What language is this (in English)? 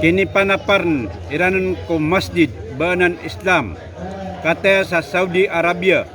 Maranao